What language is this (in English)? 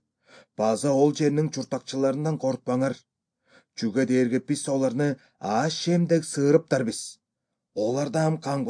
Kyrgyz